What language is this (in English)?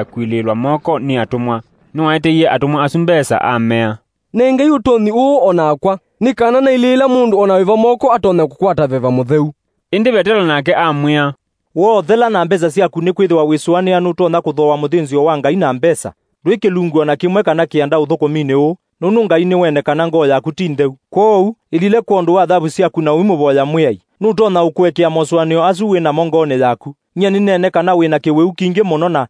Kamba